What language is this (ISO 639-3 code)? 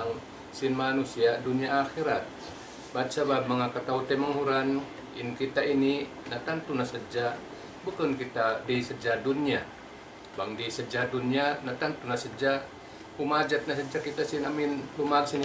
tsg